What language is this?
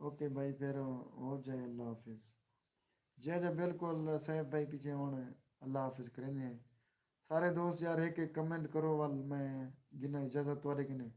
Saraiki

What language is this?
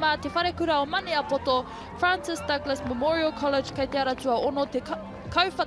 Māori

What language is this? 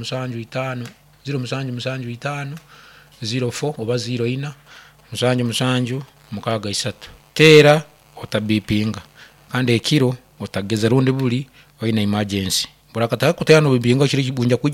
Nyankole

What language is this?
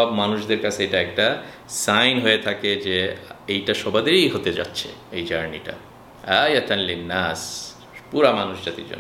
Bangla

